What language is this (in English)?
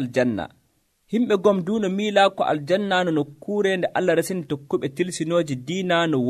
Nigerian Fulfulde